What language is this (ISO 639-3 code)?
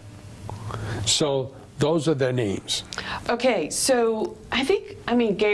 eng